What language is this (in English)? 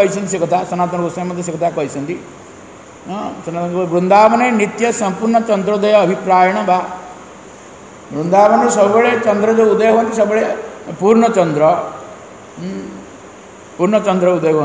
Odia